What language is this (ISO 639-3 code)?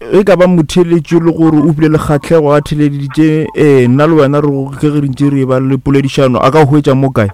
nso